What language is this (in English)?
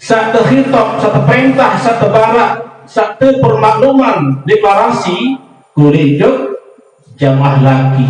Sasak